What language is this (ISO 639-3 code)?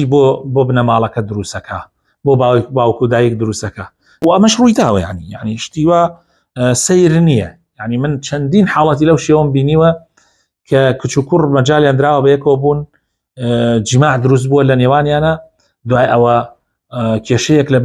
ckb